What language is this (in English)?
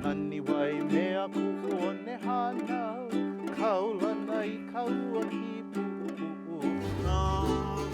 Hawaiian